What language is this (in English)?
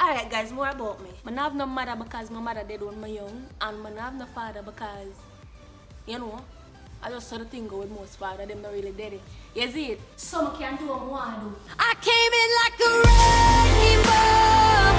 Jamaican Creole English